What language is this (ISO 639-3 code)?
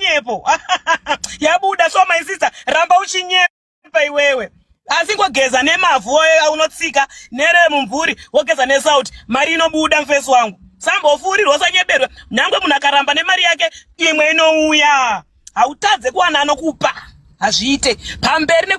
sna